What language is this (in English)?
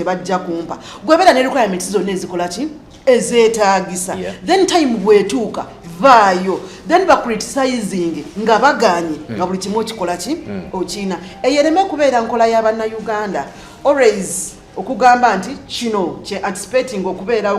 Ganda